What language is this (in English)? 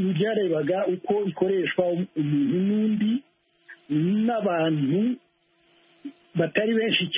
Kinyarwanda